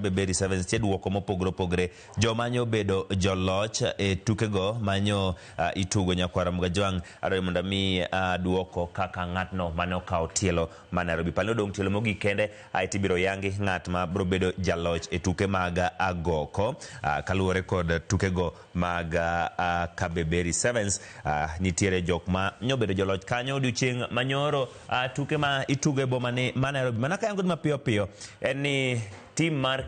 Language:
Luo (Kenya and Tanzania)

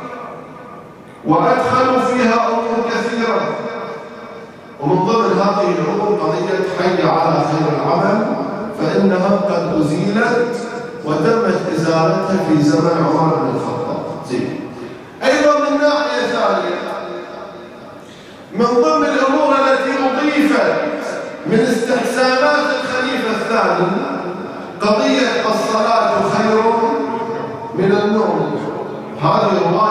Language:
Arabic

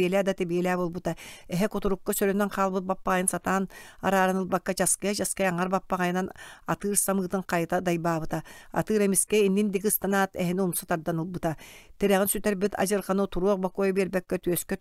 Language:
Yakut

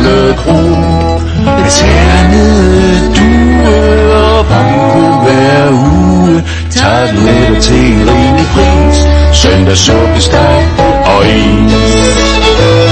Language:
Danish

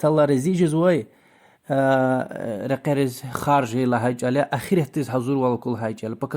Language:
Lezghian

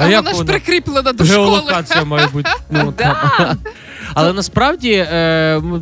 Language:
Ukrainian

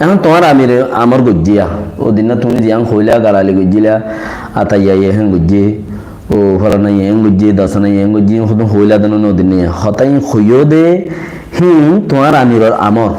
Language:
Rohingya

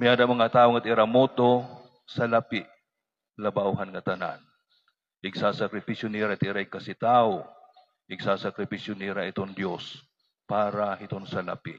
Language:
Waray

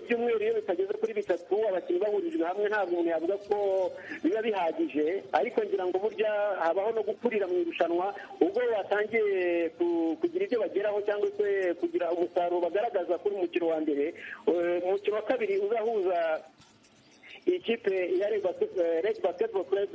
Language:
Kinyarwanda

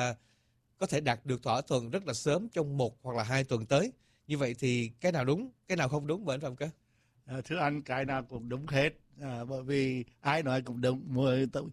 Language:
Vietnamese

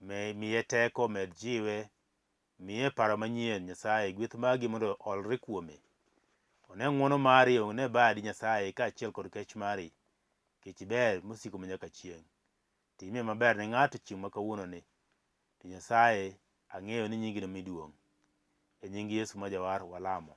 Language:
Luo (Kenya and Tanzania)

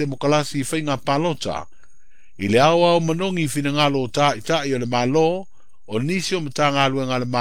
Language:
Samoan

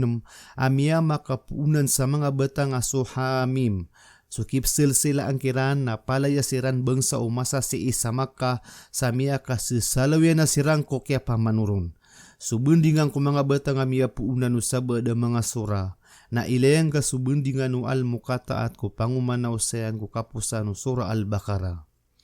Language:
Maranao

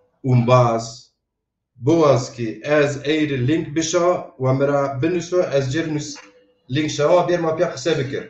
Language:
Zaza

